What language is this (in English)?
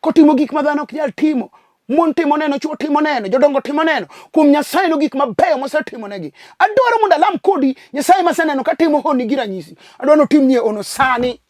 Luo (Kenya and Tanzania)